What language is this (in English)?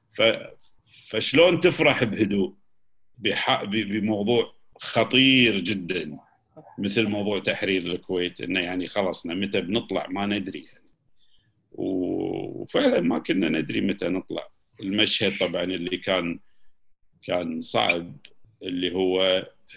Gulf Arabic